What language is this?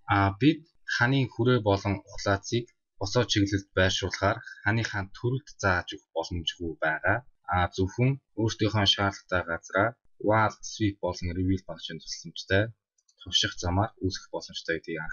Mongolian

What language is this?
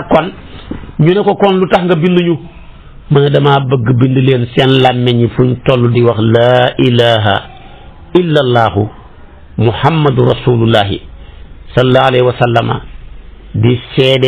Wolof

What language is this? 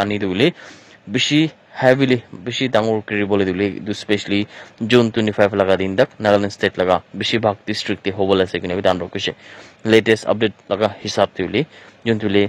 Naga Pidgin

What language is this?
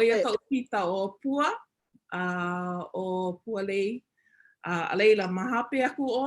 Hawaiian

